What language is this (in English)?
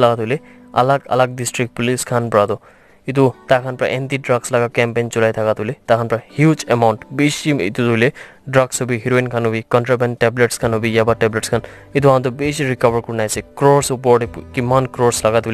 Naga Pidgin